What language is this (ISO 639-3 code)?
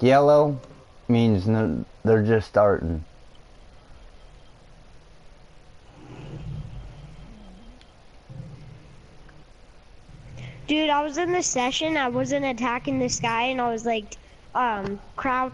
eng